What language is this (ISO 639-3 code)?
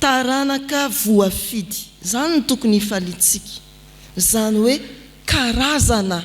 mlg